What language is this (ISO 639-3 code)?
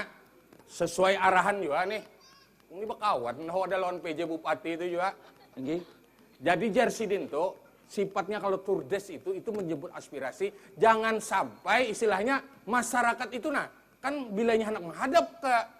bjn